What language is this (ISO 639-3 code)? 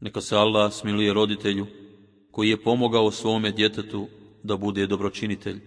bos